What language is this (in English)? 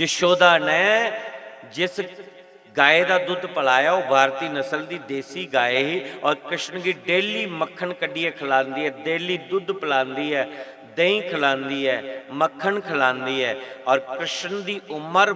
Dogri